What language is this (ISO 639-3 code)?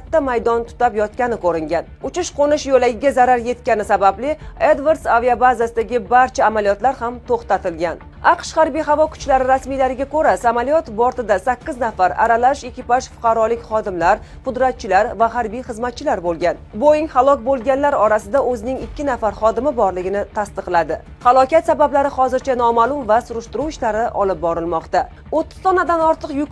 uzb